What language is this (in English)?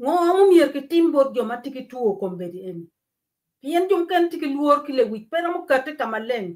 Acoli